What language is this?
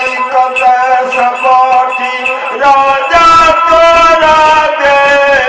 Maithili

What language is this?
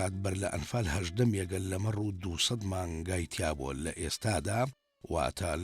Central Kurdish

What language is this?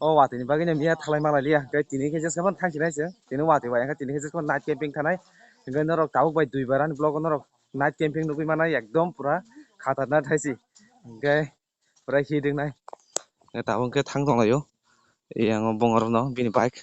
Kok Borok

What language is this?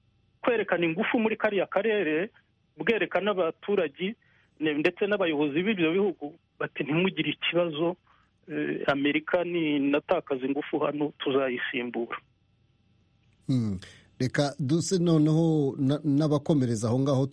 Kinyarwanda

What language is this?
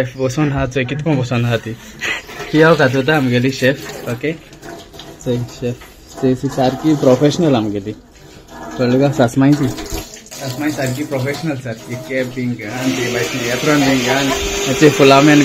Konkani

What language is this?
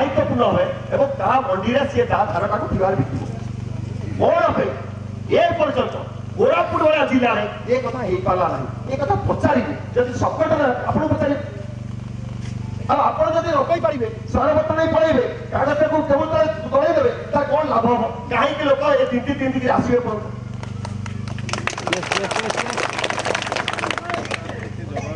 Odia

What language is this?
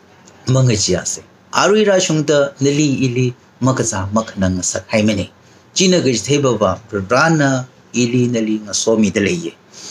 Tangkhul Naga (India)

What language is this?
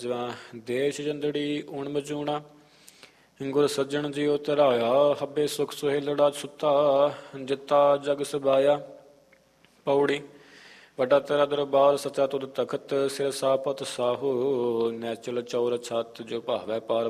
Punjabi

